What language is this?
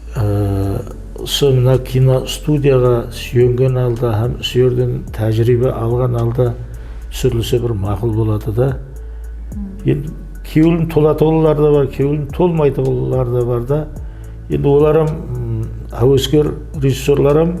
Kara-Kalpak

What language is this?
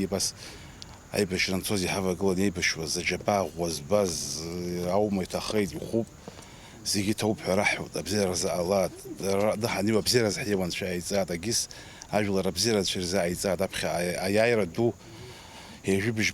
Abkhazian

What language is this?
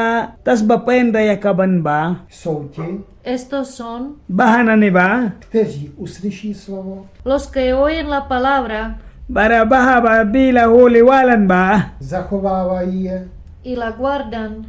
Mískito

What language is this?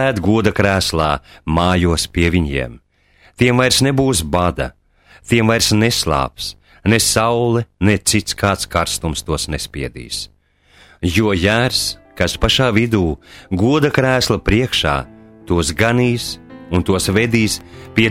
Latvian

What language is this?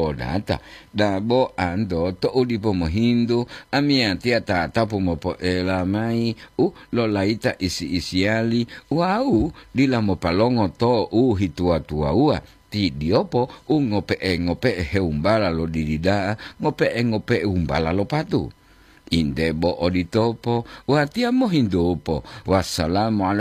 Gorontalo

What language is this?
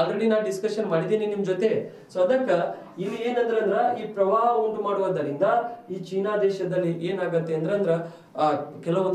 Kannada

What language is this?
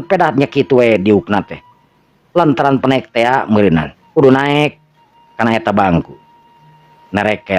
Sundanese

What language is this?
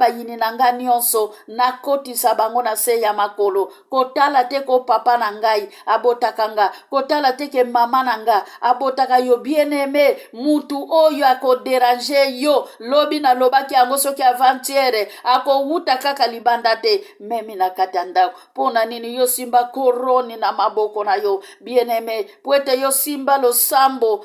Lingala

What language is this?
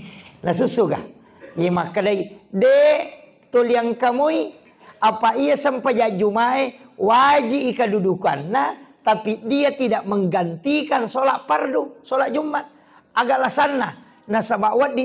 Buginese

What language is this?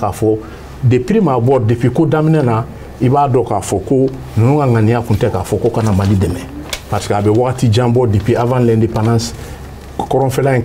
Bambara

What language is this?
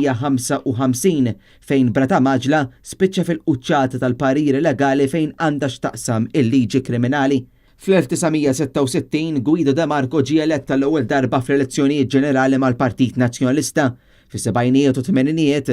Maltese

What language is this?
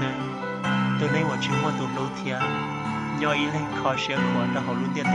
Hmong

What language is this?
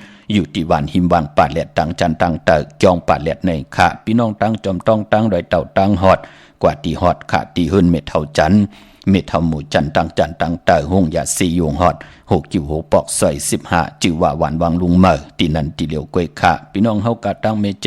Shan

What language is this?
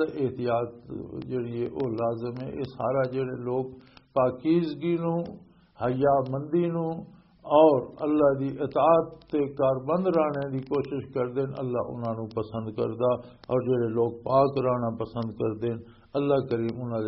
Western Panjabi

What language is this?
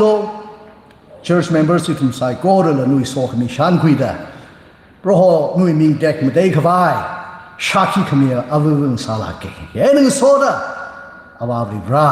Tangkhul Naga (India)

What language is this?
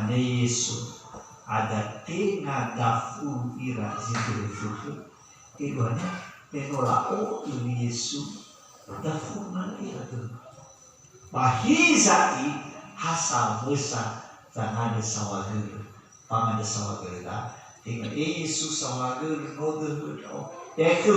Nias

